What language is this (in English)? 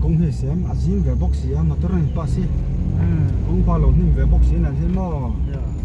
Hakha Chin